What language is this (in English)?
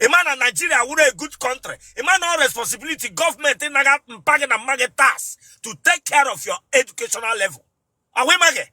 Igbo